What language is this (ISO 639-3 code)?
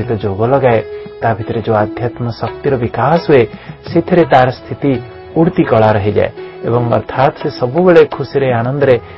ori